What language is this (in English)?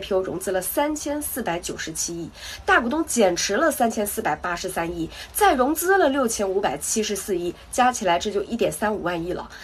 Chinese